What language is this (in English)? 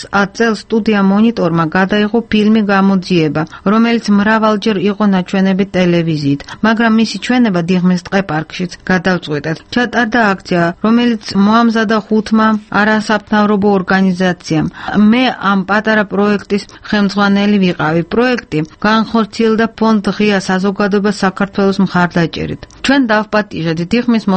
Georgian